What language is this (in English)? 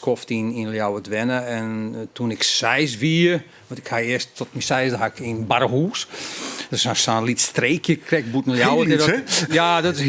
Western Frisian